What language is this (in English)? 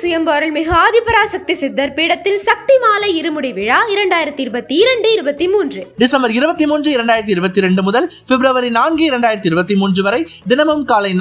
Tamil